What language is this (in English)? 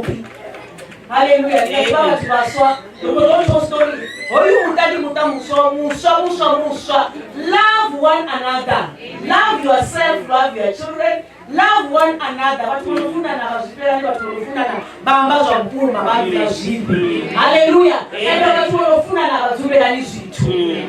Venda